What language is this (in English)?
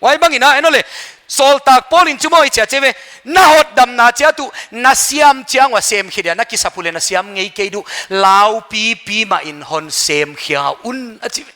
Paite Chin